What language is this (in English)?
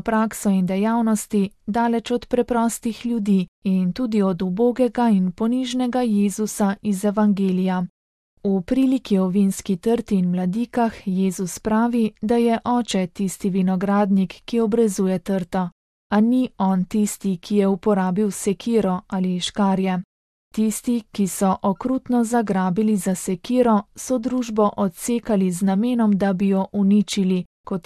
Slovenian